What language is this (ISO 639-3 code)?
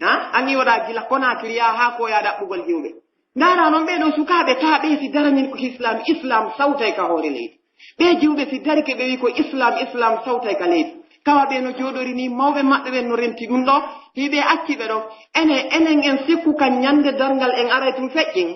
fuf